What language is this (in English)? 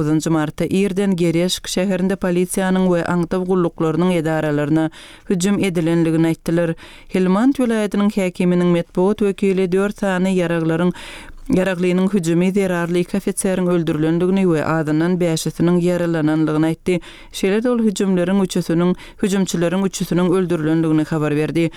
Turkmen